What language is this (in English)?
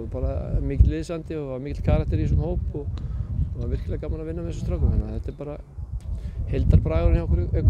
Icelandic